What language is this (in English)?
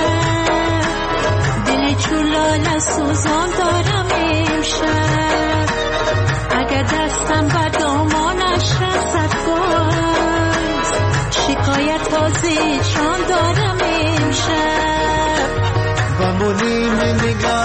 Persian